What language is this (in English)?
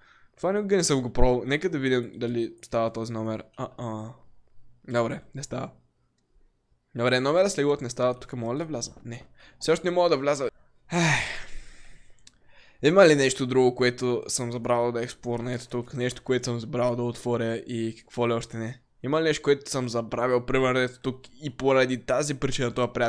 Bulgarian